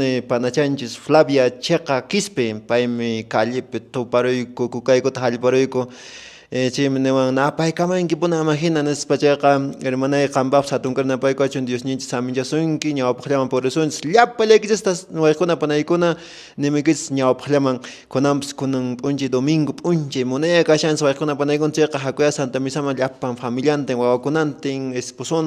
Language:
Quechua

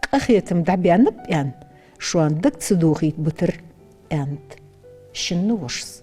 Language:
Ingush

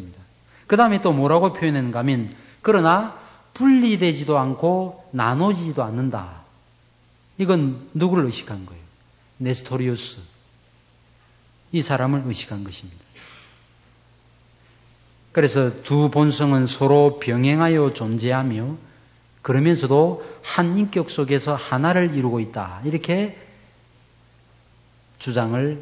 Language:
Korean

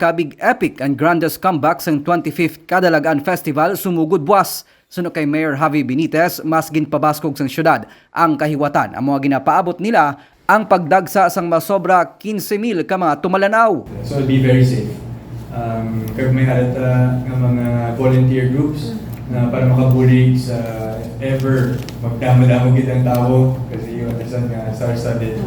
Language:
Hiligaynon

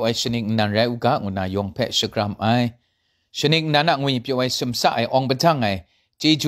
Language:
Kachin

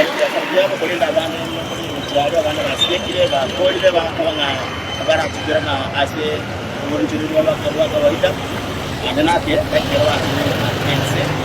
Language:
Gusii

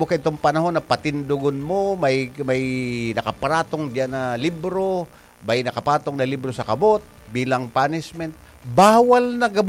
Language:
Bikol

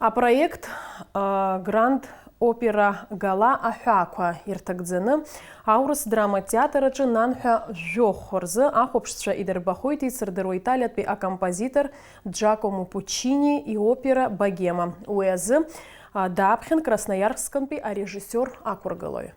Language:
Abkhazian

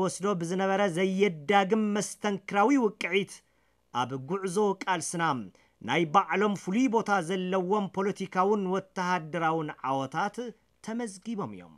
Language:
Tigrinya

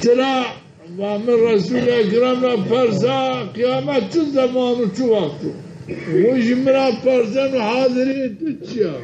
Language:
Zaza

